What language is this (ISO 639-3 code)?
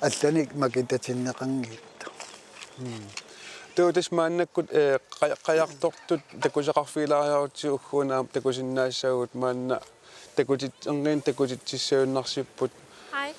kal